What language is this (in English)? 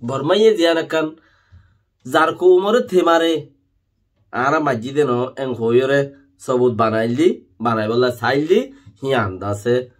Rohingya